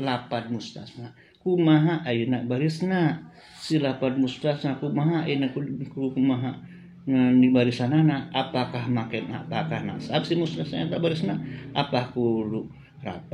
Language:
Sundanese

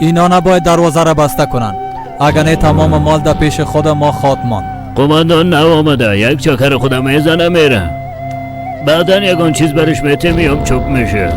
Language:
Persian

